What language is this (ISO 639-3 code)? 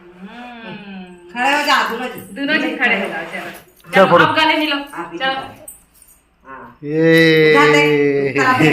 hne